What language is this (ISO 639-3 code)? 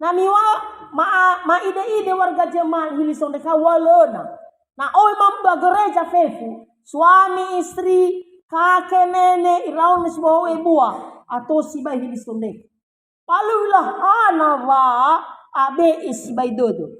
nia